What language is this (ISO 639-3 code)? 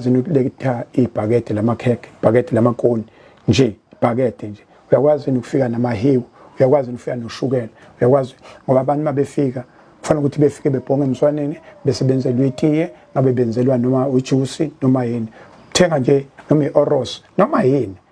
zul